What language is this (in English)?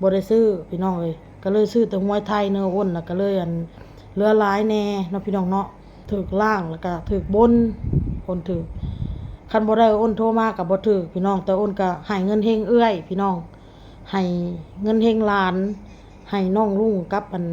Northeastern Thai